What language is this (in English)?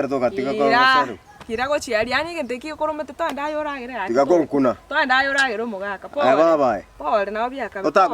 Gusii